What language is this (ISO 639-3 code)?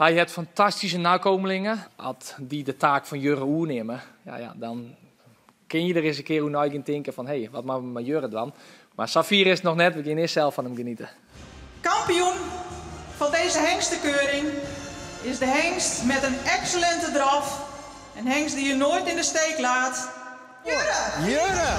fry